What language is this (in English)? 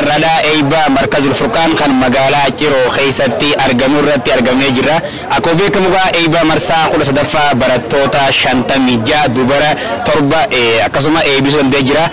Oromo